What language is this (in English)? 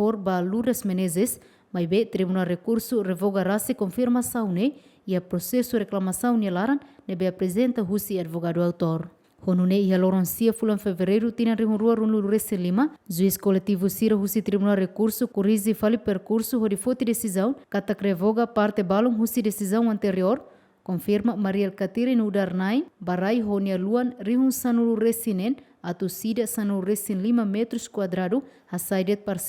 Tetum